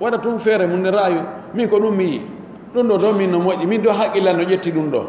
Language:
Pular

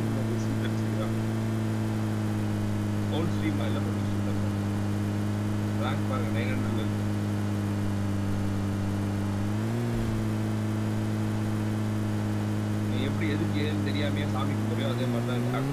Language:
Tamil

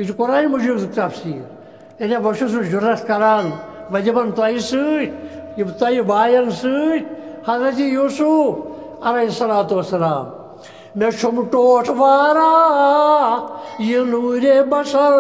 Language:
Kashmiri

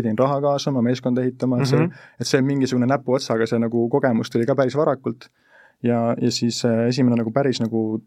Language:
Estonian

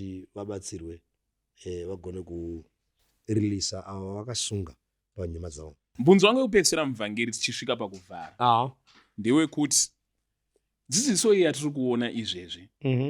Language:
Shona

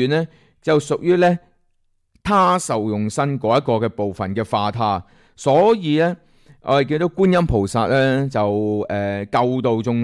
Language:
Cantonese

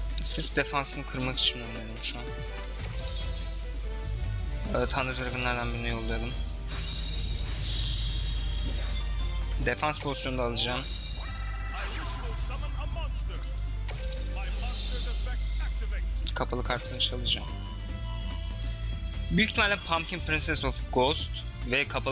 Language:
Turkish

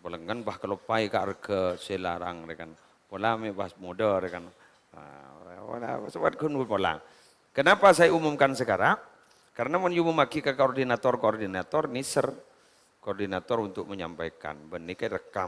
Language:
Madurese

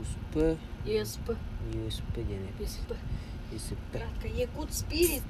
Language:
Yakut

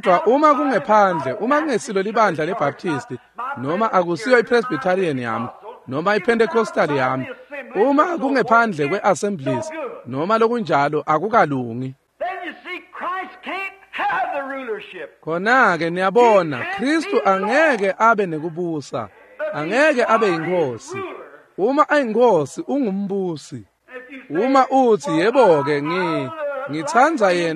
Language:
Swati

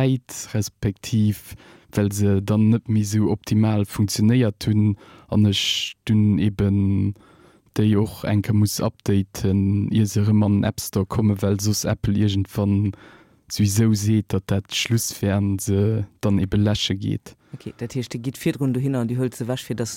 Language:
Luxembourgish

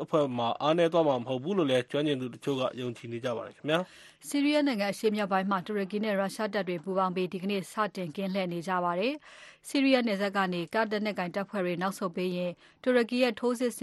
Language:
Burmese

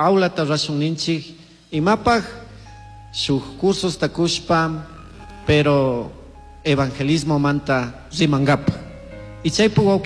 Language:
Chimborazo Highland Quichua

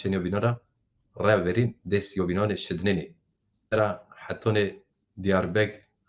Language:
Zaza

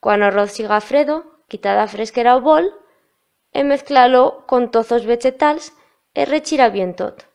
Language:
Aragonese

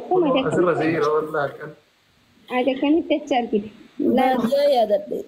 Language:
Oromo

